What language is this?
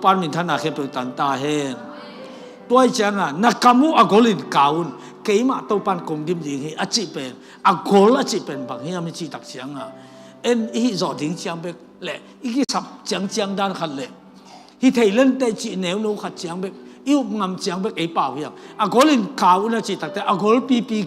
Tedim Chin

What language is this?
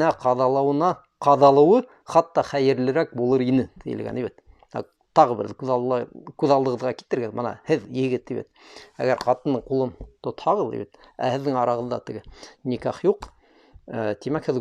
Bashkir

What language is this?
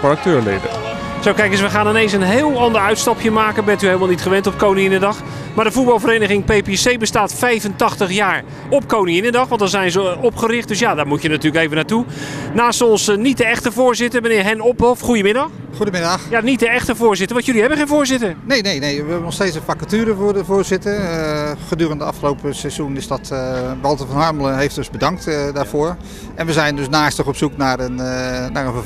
Dutch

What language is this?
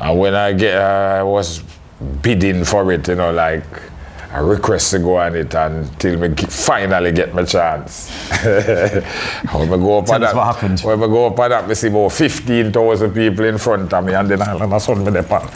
Jamaican Creole English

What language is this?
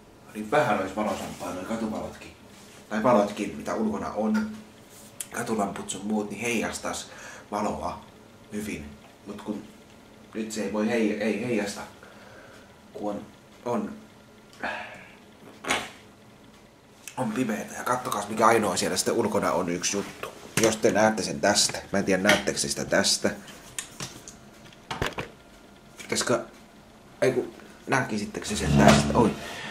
Finnish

